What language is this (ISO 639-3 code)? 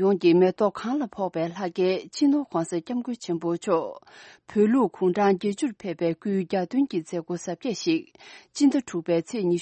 bod